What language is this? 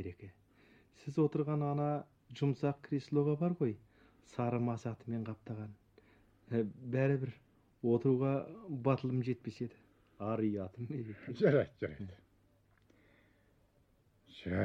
Kazakh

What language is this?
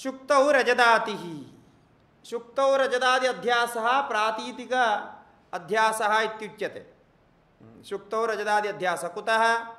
Sanskrit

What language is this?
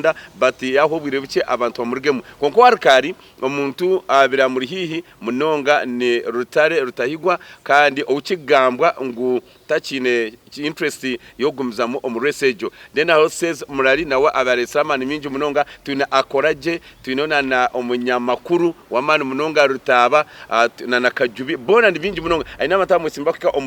Nyankole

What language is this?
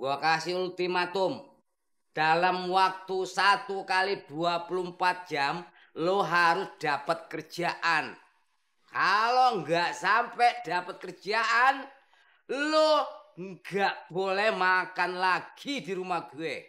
Betawi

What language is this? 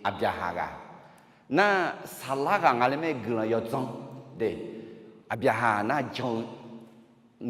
Akha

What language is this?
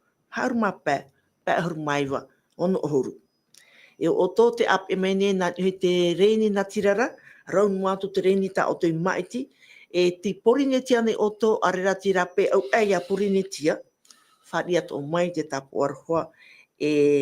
Tahitian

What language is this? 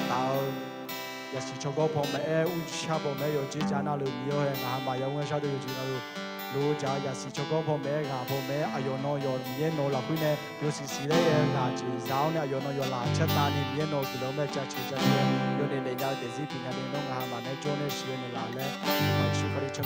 Akha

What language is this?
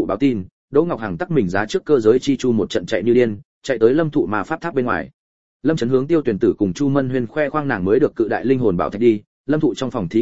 Vietnamese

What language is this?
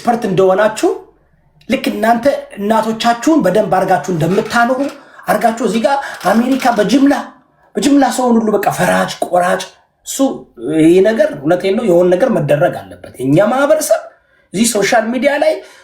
Amharic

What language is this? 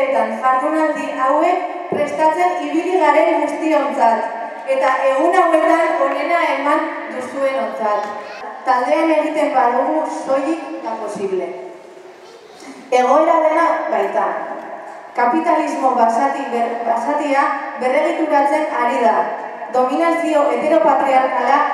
Basque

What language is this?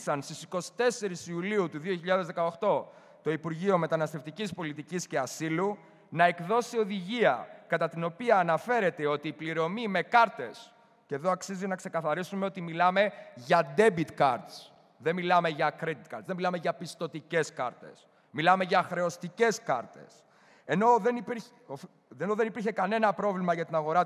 Greek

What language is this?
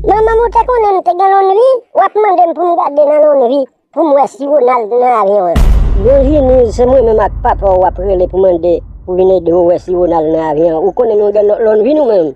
Haitian Creole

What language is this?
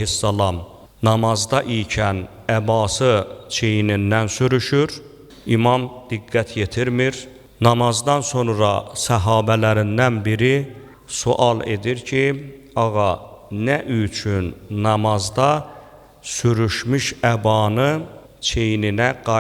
Azerbaijani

